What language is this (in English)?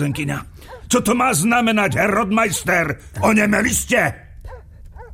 Slovak